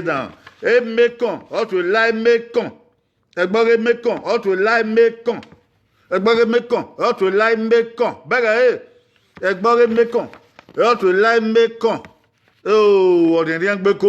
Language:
Bini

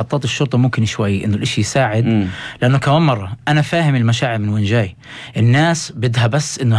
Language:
North Levantine Arabic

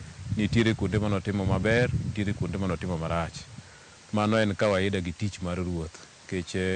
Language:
Luo (Kenya and Tanzania)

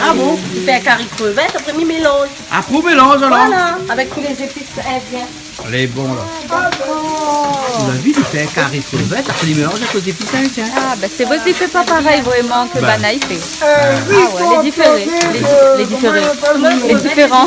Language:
Réunion Creole French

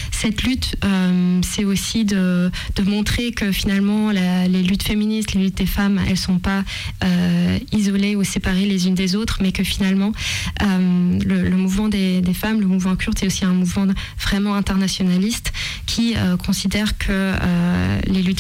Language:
French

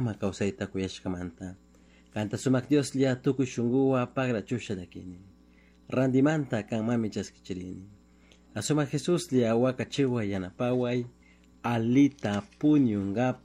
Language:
Chimborazo Highland Quichua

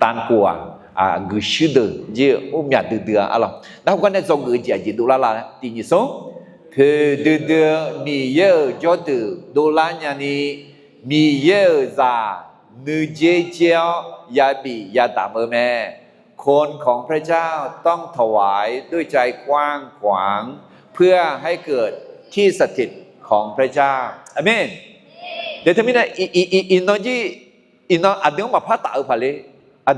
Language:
Akha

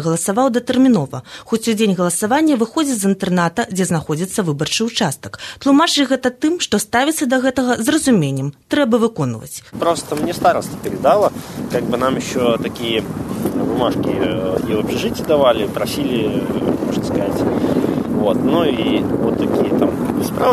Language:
Belarusian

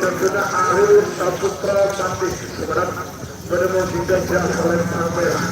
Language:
Madurese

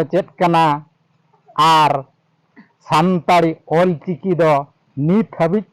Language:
Santali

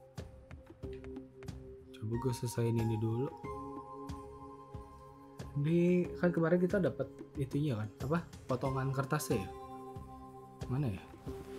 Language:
Indonesian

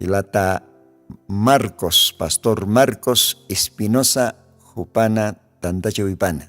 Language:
Aymara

